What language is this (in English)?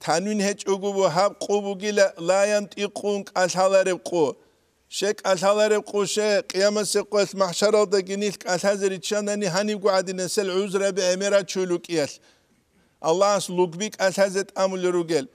Avaric